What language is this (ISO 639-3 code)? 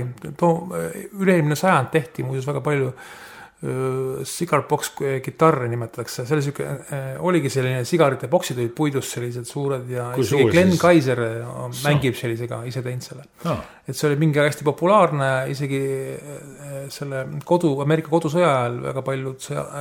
est